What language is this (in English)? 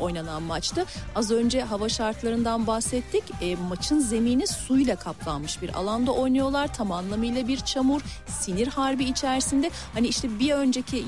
Turkish